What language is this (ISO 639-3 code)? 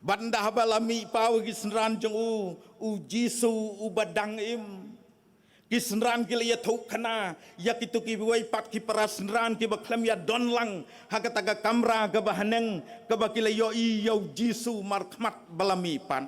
kha